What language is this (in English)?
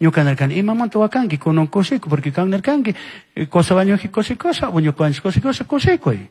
Chimborazo Highland Quichua